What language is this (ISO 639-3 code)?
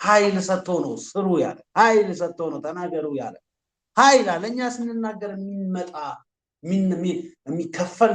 amh